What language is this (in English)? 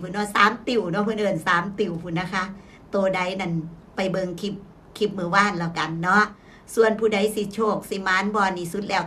Northeastern Thai